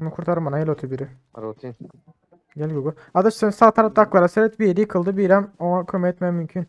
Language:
Turkmen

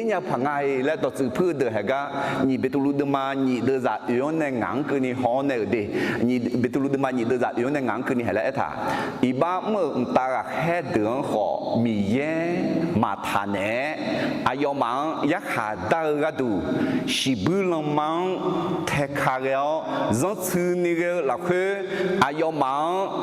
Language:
Akha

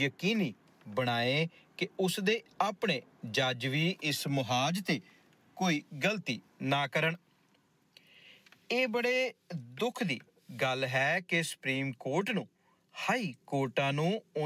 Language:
Punjabi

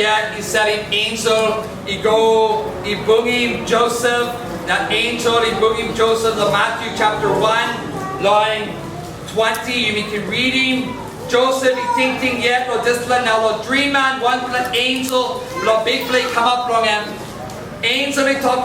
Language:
Tok Pisin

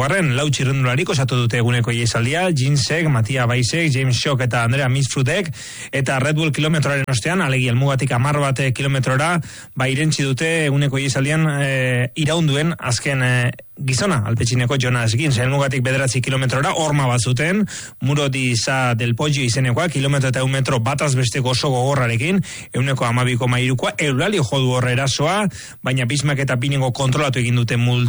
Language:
Basque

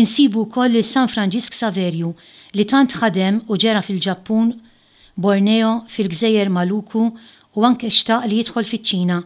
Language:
Maltese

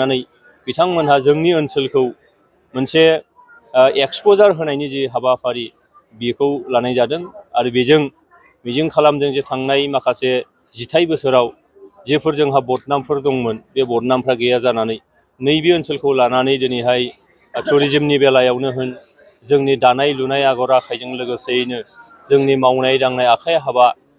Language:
Bodo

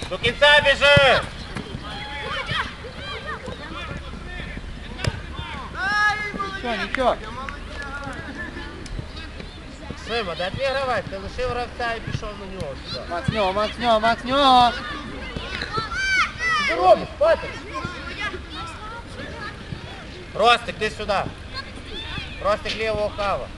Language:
Ukrainian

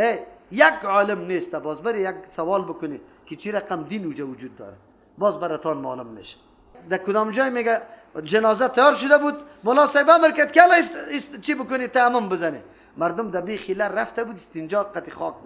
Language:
Persian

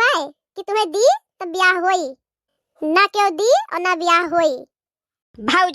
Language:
Awadhi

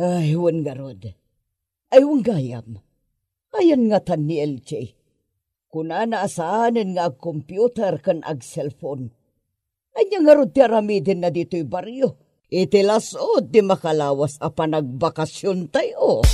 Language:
Iloko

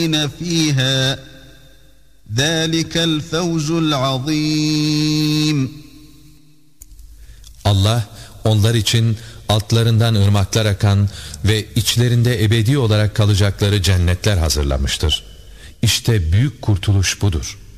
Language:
Turkish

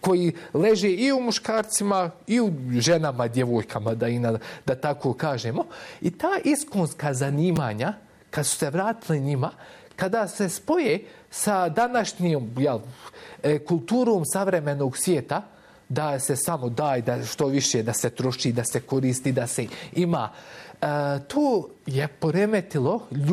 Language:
Bosnian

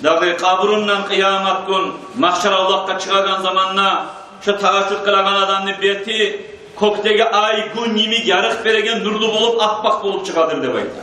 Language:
Kumyk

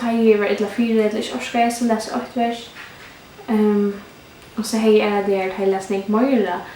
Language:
Faroese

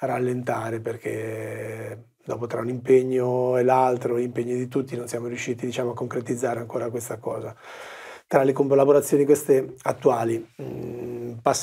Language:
Italian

